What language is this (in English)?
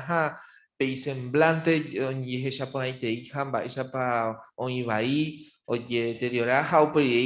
Guarani